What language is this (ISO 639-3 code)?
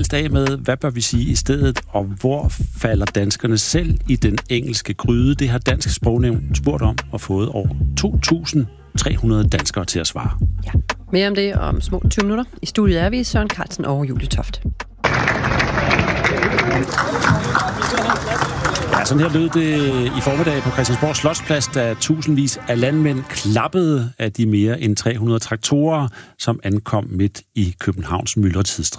dan